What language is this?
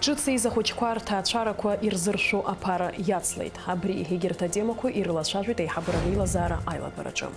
Abkhazian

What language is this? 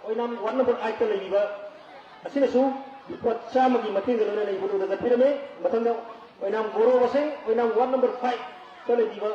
Manipuri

